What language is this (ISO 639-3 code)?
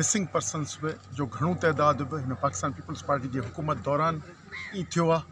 snd